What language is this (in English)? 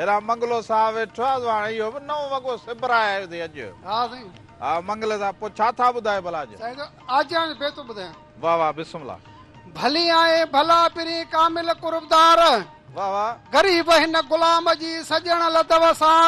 Sindhi